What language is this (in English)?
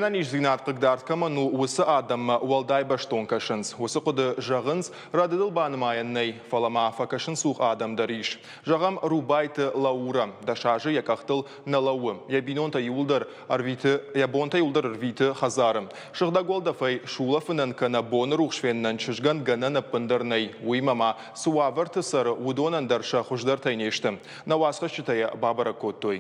Ossetic